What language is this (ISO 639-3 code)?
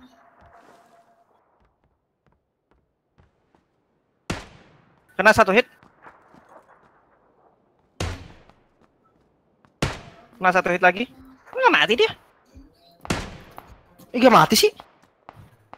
ind